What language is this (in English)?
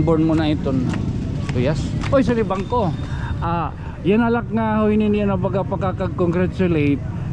Waray